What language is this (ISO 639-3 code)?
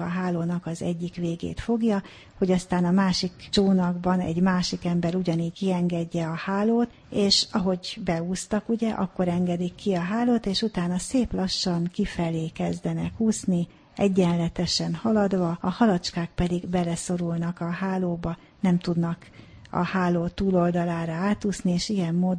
hun